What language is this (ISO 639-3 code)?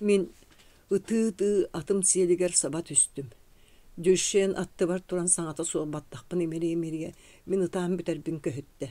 sah